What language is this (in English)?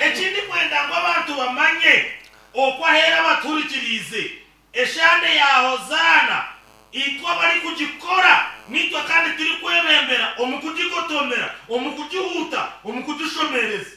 Nyankole